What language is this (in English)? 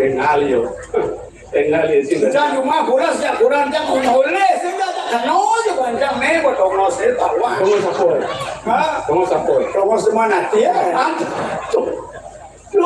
Balinese